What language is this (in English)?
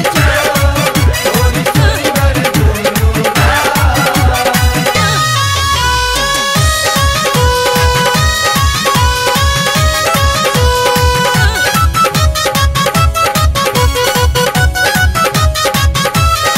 Maithili